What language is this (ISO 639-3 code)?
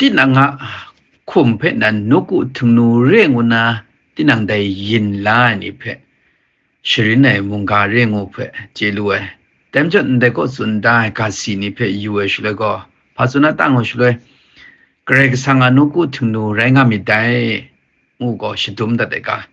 kac